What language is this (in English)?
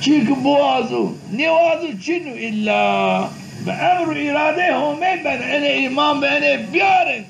Zaza